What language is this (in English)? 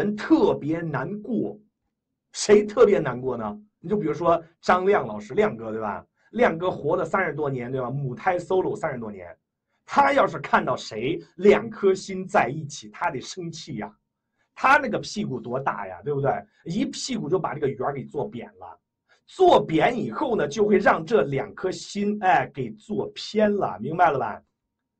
Chinese